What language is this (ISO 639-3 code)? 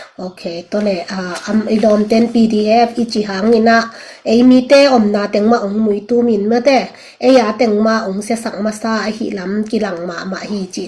ctd